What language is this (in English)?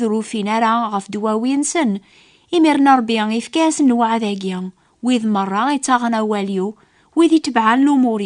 Kabyle